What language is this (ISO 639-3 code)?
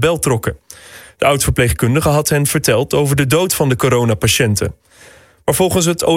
nld